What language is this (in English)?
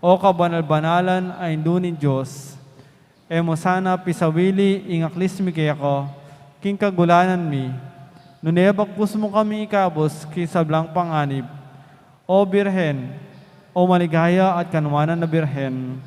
Pampanga